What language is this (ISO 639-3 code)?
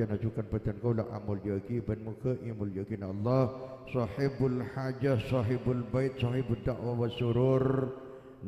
mad